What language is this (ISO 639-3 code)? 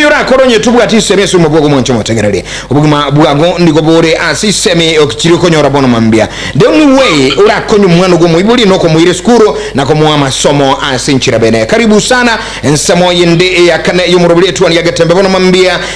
guz